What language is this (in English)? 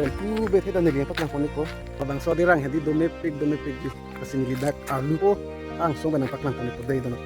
Karbi